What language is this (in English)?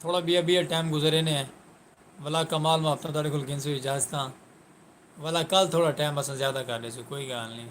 Saraiki